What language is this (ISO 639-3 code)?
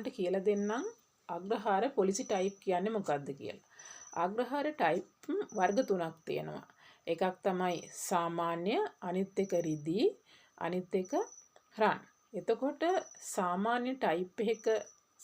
sin